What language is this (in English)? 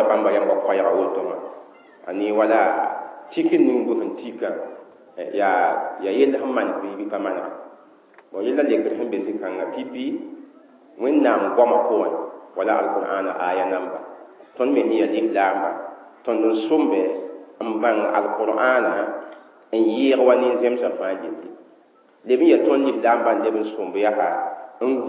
Mossi